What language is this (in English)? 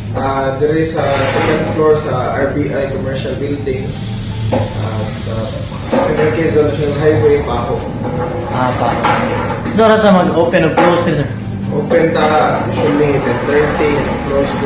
Cebuano